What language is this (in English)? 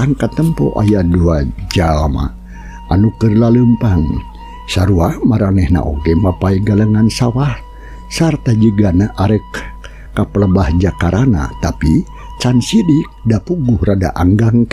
Sundanese